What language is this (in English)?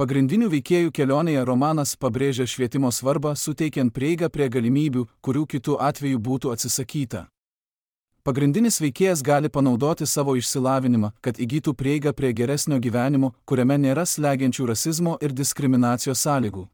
Lithuanian